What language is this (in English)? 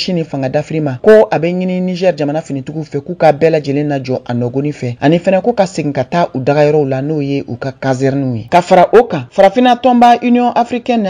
Bambara